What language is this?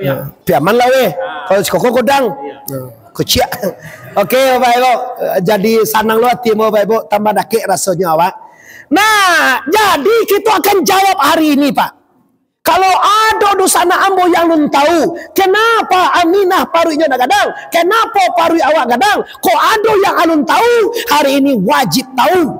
Minangkabau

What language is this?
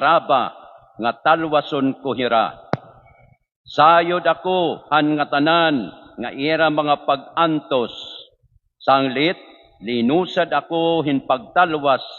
Waray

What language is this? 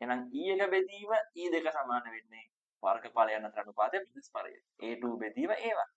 Sinhala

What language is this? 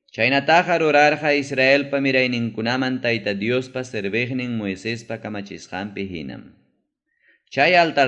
Ayacucho Quechua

